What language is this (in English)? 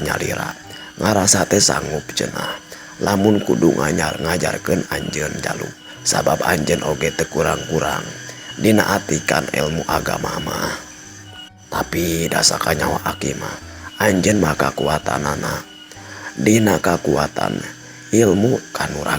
Sundanese